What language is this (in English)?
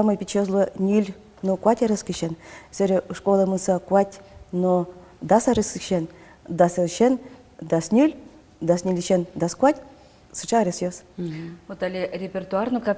Udmurt